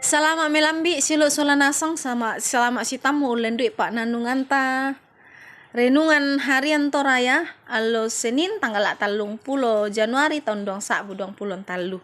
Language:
Toraja-Sa'dan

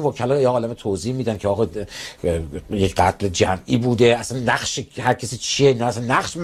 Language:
Persian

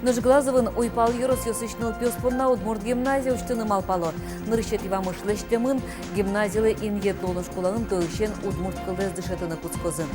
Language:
Udmurt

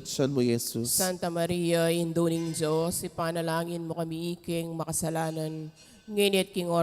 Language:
Pampanga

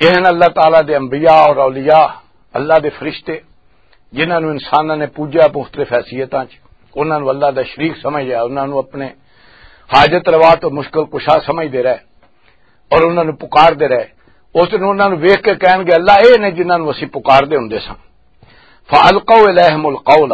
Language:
Western Panjabi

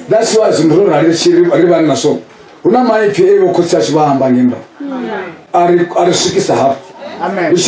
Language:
Venda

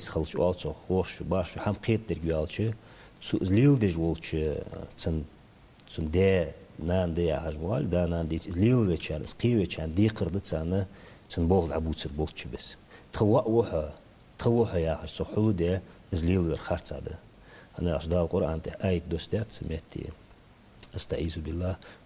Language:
Ingush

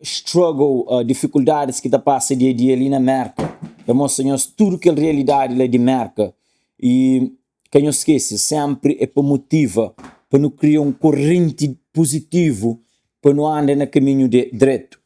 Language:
Kabuverdianu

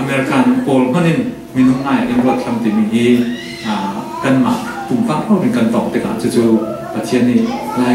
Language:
Falam Chin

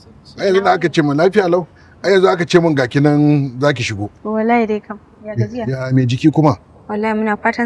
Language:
Hausa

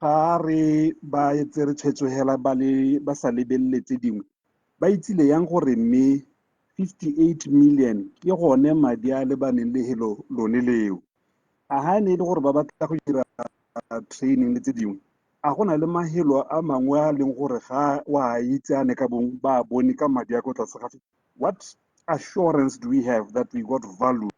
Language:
Tswana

